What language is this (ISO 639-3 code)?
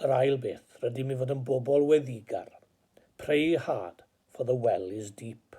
cym